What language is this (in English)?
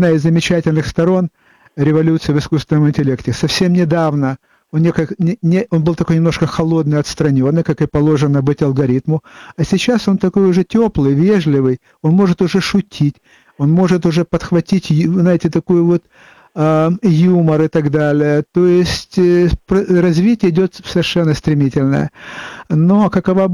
Russian